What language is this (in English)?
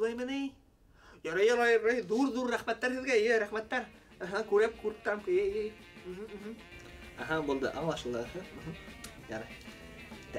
Bashkir